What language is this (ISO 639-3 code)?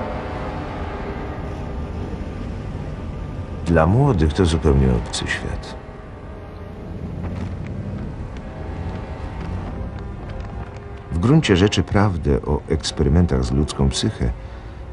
pol